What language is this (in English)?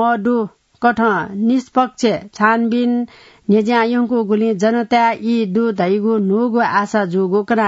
Newari